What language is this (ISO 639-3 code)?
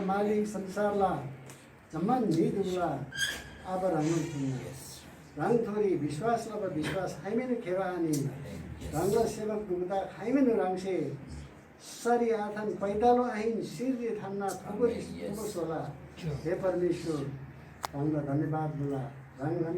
taj